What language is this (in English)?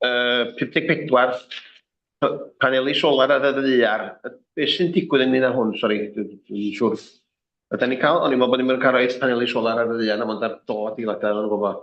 Welsh